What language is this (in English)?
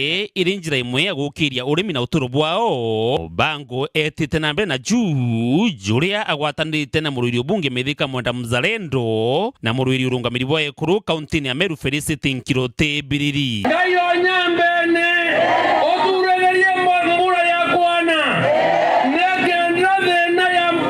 Meru